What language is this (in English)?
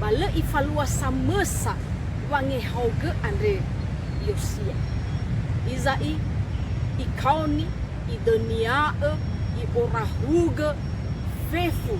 Nias